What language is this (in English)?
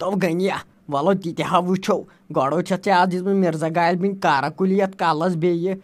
Kashmiri